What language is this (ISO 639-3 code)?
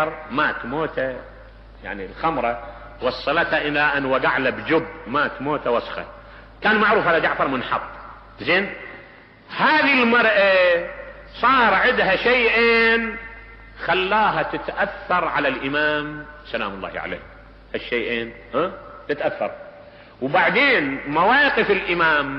acm